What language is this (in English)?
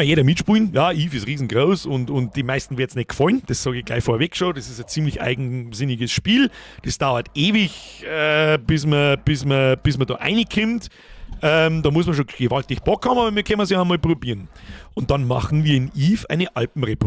Bavarian